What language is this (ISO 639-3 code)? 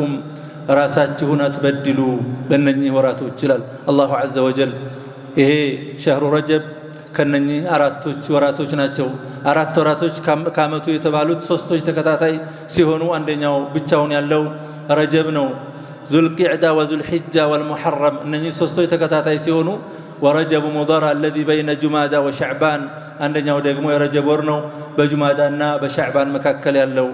amh